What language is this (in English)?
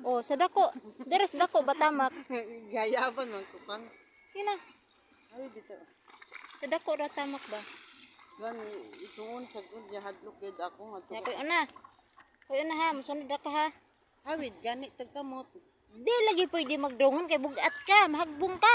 Cebuano